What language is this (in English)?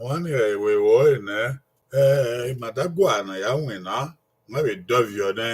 Bini